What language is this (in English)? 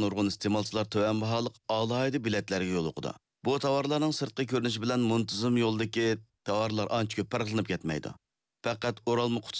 Uyghur